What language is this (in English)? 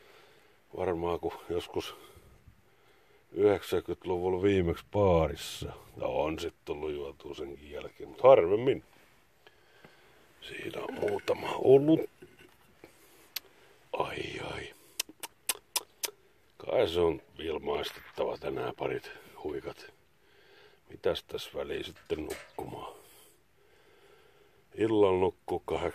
Finnish